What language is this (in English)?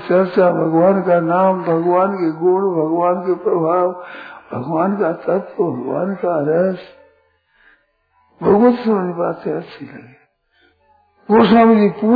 Hindi